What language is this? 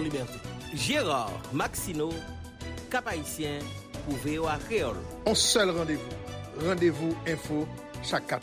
Haitian Creole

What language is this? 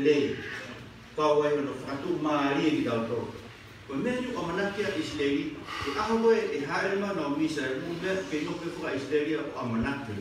Tongan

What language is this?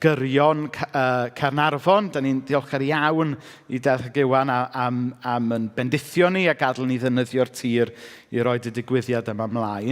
Welsh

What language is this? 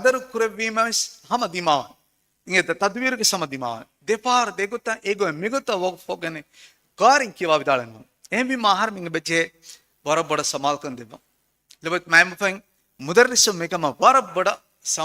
Divehi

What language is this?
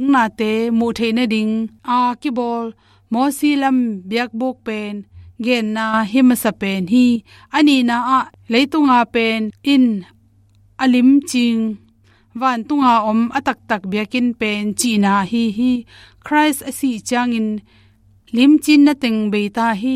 Tedim Chin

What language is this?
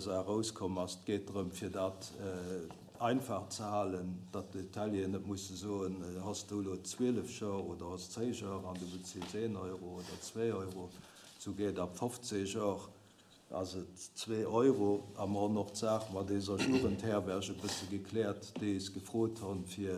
Luxembourgish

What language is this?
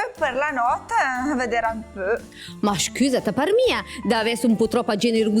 Lombard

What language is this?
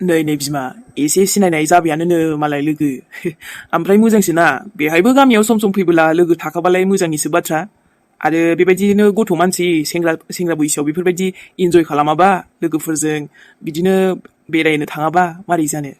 Bodo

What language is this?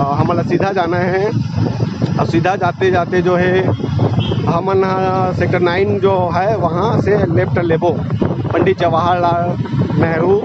Chhattisgarhi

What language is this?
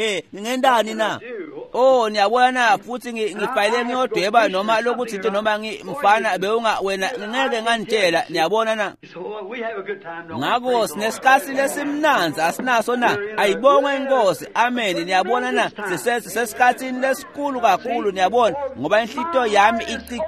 Swati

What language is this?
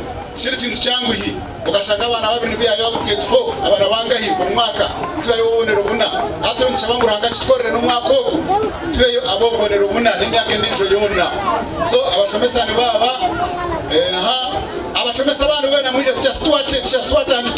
Nyankole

